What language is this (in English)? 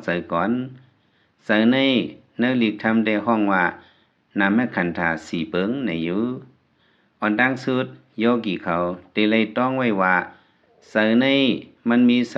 Lao